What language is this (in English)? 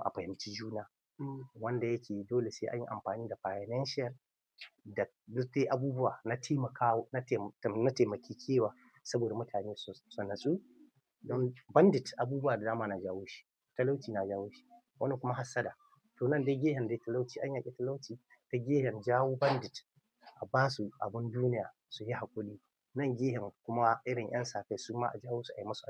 Hausa